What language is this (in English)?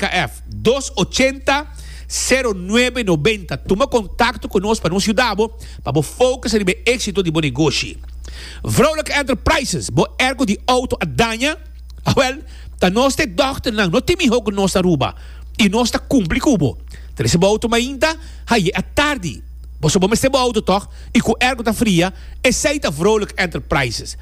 Papiamento